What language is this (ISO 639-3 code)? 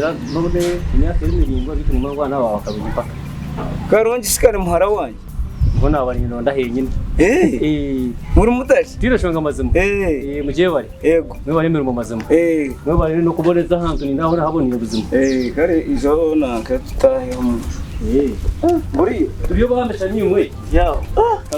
nyn